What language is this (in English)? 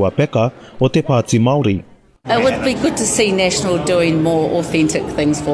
Māori